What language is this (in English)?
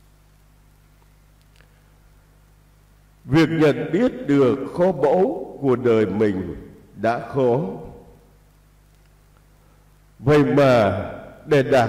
Vietnamese